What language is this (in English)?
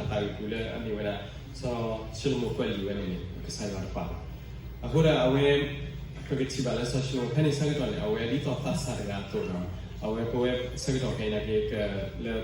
S'gaw Karen